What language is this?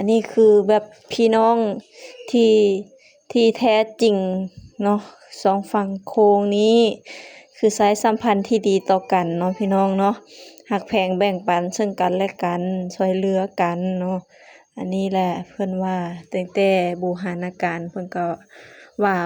Lao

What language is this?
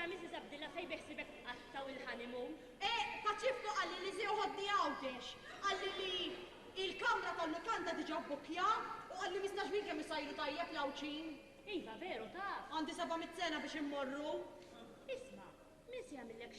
Maltese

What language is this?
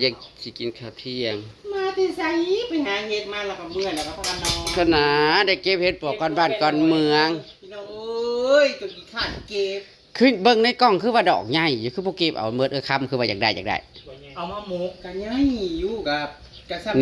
Northeastern Thai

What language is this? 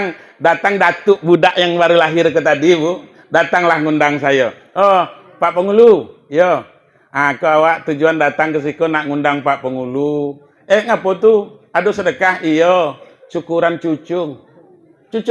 Minangkabau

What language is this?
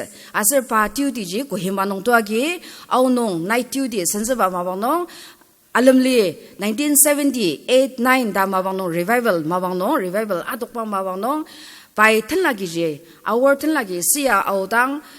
Ao Naga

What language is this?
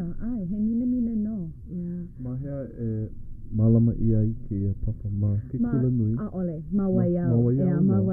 Hawaiian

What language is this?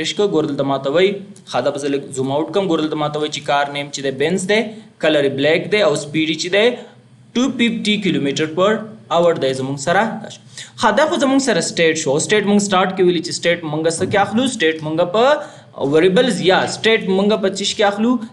Pashto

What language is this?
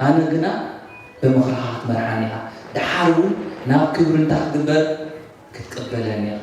Tigrinya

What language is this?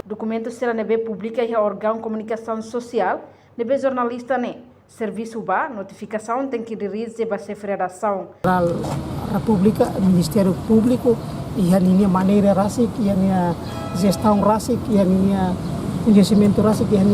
Tetum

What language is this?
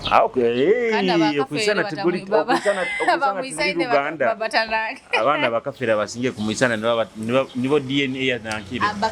Nyoro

